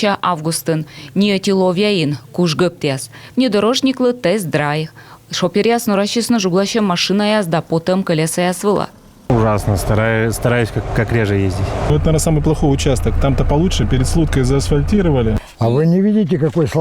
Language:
Komi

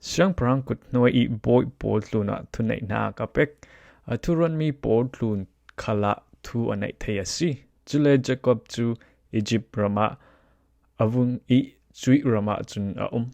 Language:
Falam Chin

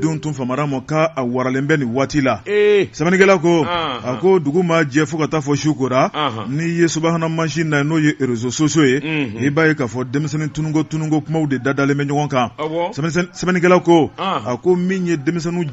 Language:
Bambara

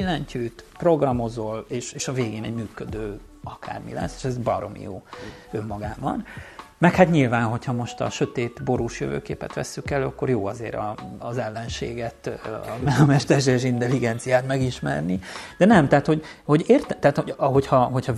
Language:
Hungarian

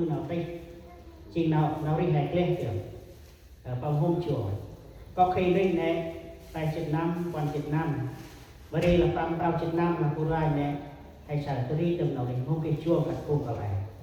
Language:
Central Mnong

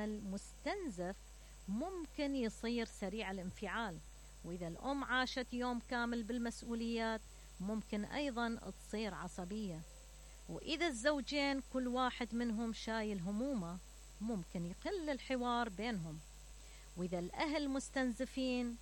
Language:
Mesopotamian Arabic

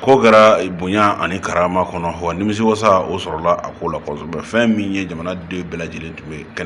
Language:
Bambara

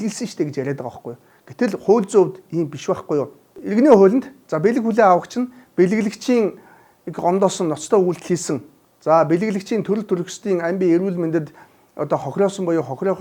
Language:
Mongolian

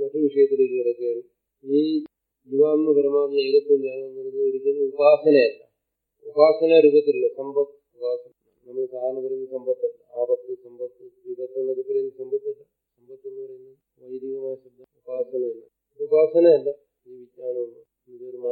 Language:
Malayalam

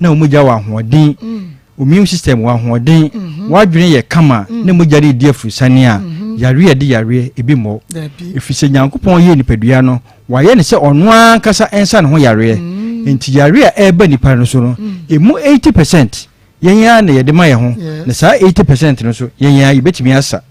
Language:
Akan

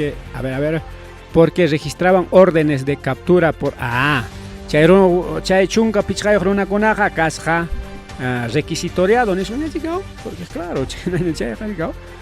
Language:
Ayacucho Quechua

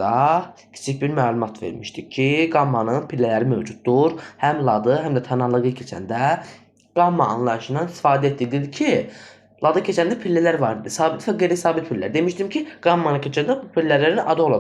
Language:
Azerbaijani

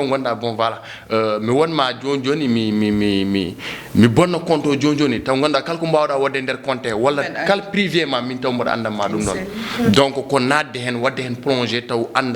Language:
Fula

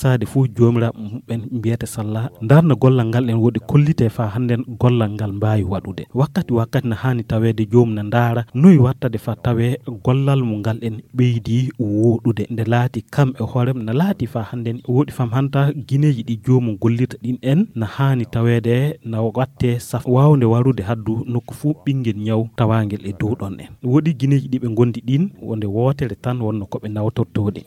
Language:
Fula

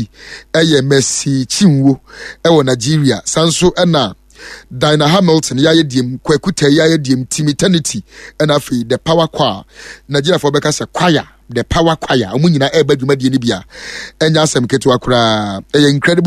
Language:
Akan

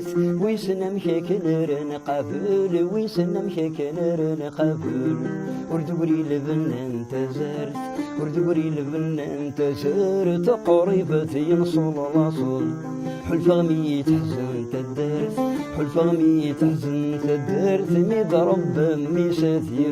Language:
Kabyle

